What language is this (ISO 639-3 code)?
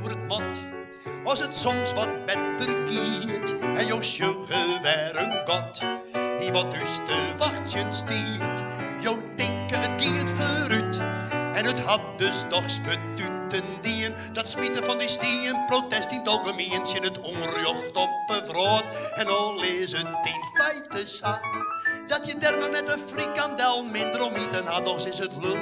fry